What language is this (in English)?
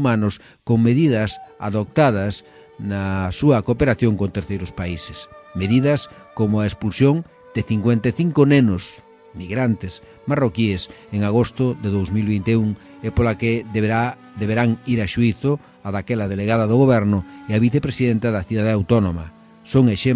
Galician